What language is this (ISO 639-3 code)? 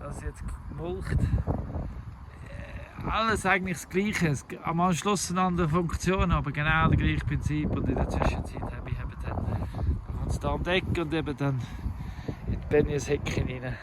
gsw